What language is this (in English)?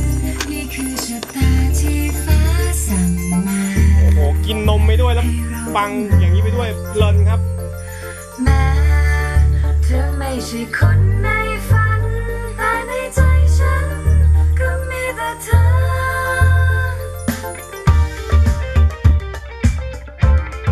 Thai